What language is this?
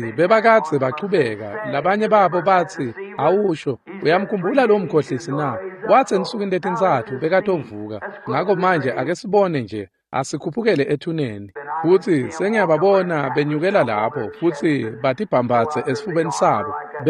Swati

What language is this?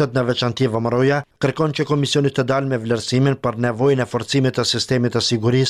Albanian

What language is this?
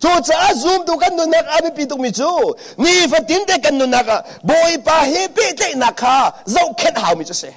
Hakha Chin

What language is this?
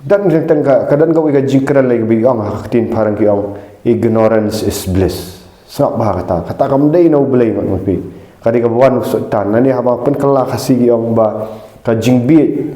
Khasi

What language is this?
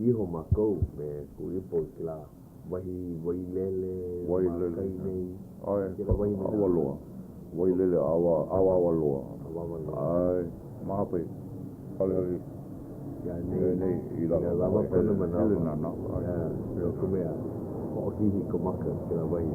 Hawaiian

